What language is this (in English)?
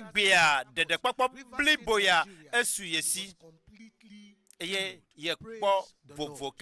Ewe